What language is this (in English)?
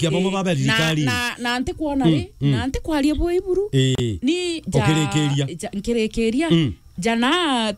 Meru